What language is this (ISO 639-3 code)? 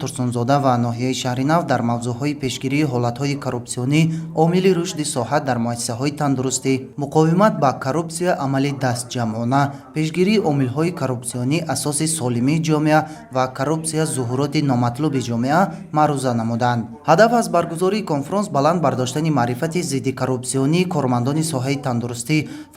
tgk